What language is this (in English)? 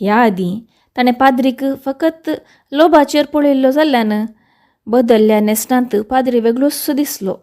Konkani